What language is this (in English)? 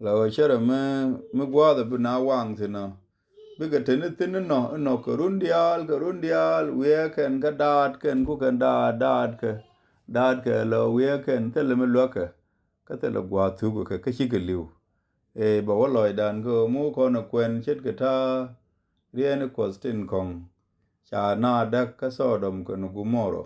Nuer